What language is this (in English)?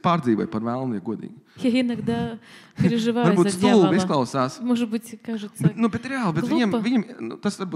Latvian